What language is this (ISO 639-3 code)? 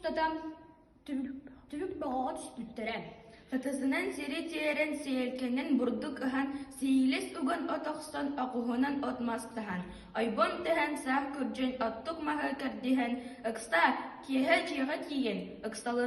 sah